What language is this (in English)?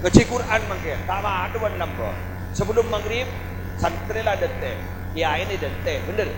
Madurese